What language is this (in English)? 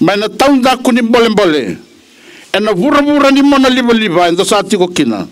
Fijian